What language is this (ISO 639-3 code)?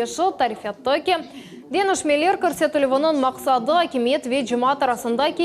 crh